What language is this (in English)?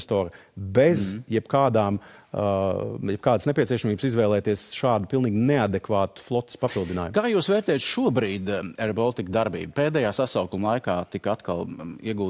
Latvian